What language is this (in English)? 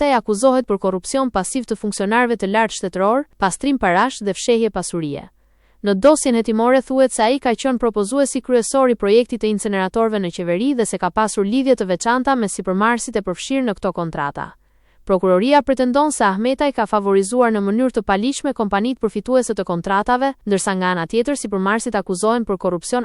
Albanian